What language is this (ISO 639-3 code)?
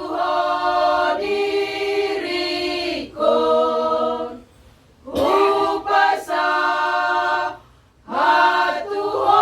bbc